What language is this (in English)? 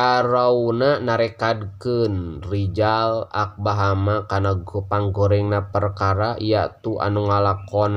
Sundanese